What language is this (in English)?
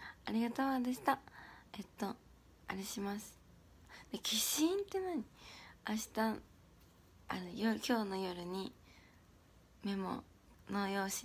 Japanese